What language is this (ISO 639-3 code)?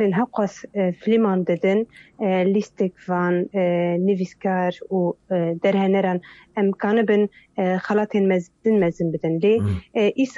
kur